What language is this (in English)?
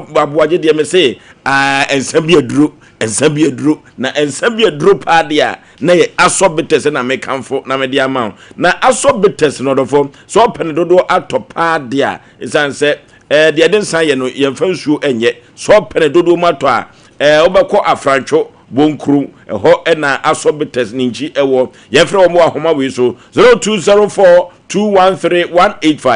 Akan